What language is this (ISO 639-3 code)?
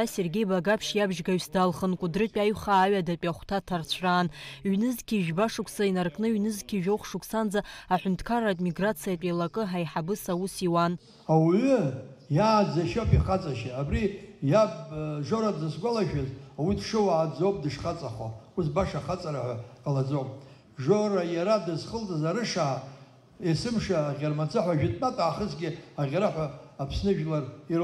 abk